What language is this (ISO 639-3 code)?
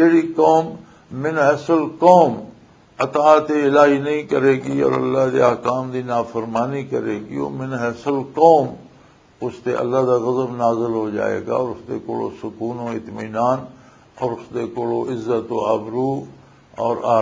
lah